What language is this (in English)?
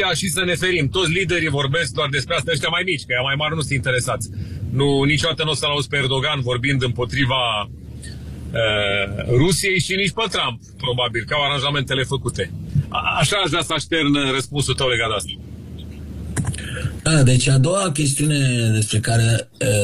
Romanian